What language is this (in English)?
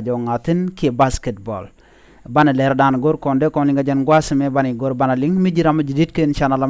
Nuer